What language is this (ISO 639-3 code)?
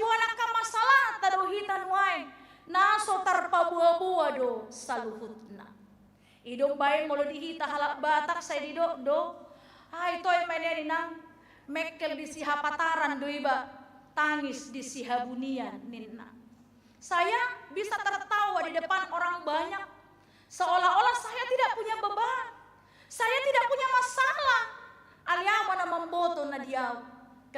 bbc